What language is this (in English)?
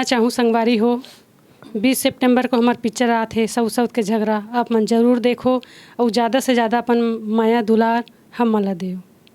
Chhattisgarhi